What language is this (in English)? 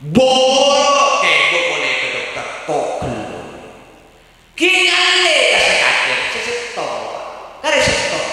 Madurese